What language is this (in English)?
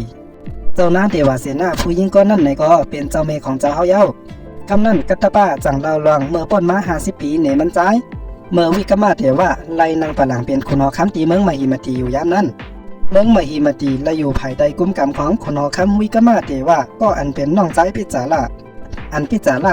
Shan